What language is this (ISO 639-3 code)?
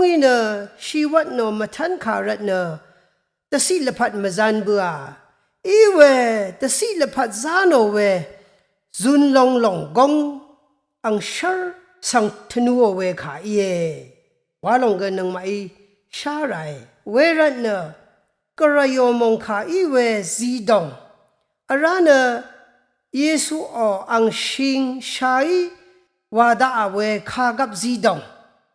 raw